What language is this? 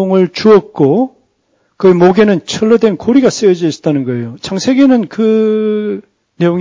Korean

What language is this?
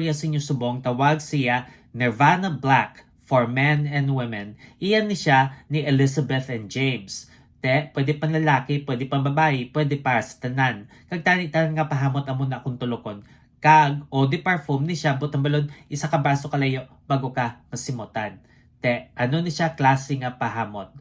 Hiligaynon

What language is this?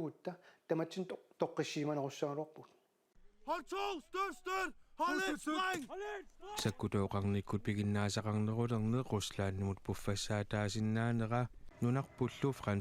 Kalaallisut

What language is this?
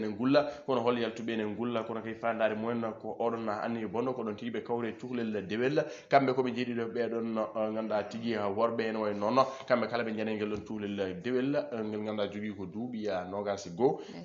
Fula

